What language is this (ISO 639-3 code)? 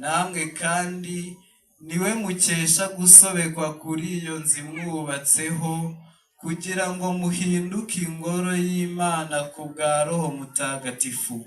kin